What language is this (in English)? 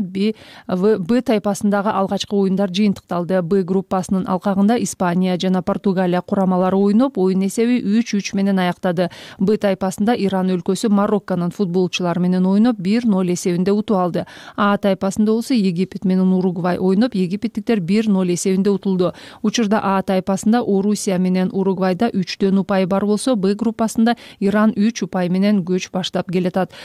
Kyrgyz